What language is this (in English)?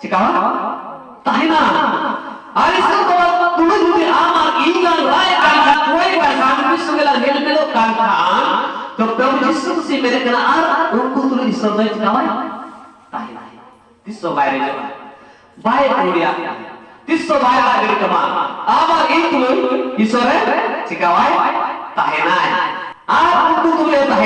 Santali